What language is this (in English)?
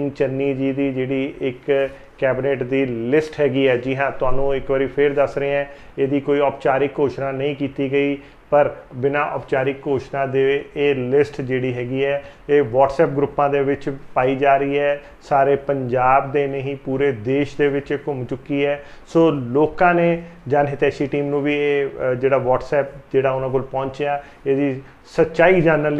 Punjabi